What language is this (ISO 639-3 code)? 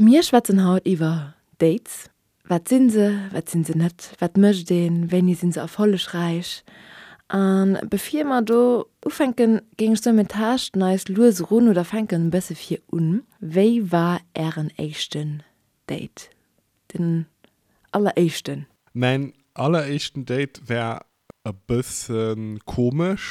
ltz